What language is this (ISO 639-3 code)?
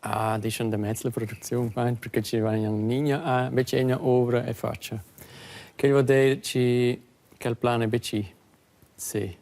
roh